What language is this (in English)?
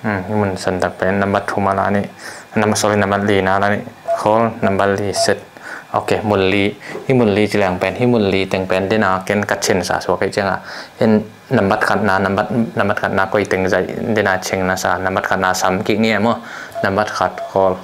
Tedim Chin